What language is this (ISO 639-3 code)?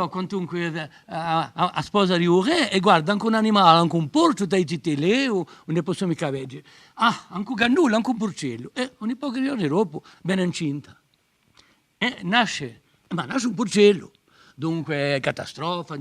cos